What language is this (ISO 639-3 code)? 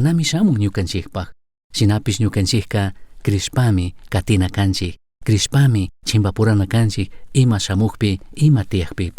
qug